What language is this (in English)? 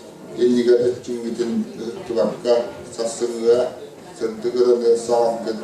Yakut